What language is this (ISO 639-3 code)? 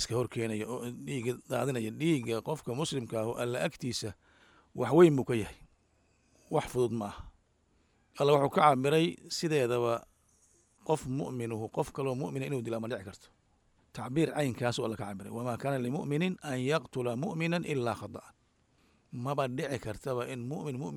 som